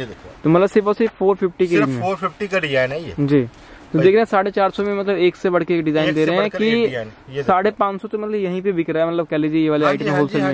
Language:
Hindi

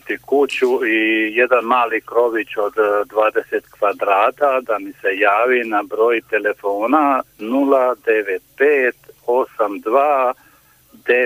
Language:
Croatian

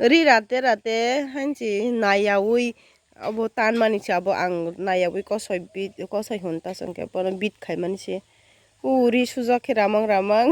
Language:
Kok Borok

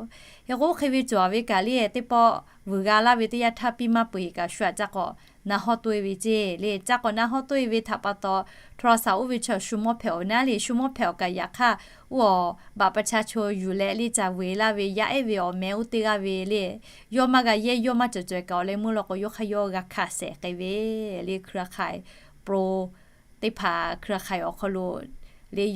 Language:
Lahu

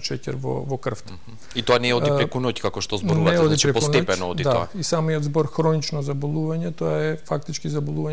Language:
Macedonian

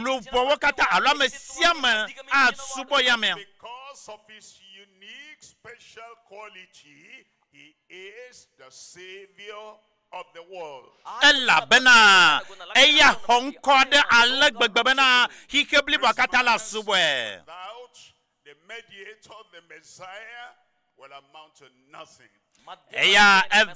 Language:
Ewe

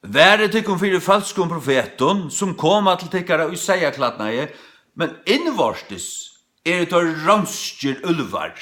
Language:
Faroese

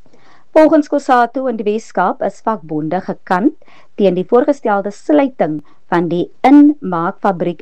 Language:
Afrikaans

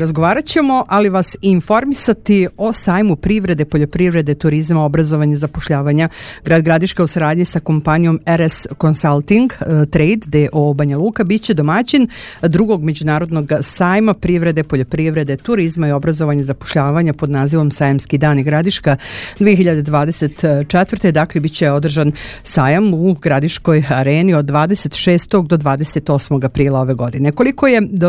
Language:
Serbian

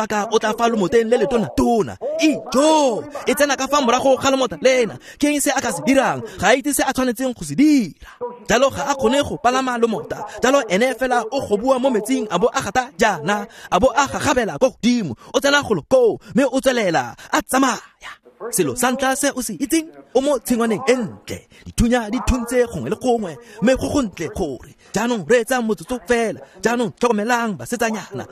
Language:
Tswana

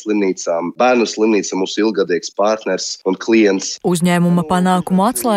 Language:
Latvian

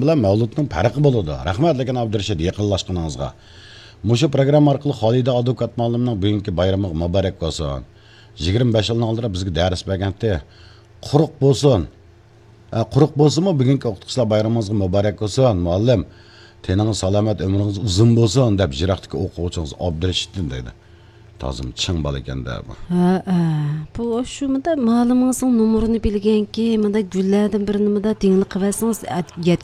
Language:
Uyghur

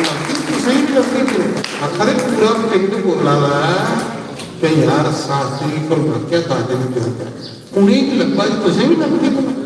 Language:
Dogri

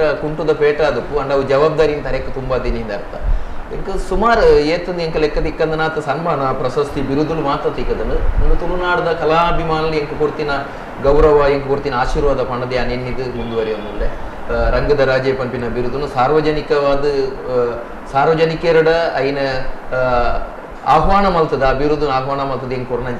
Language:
Tulu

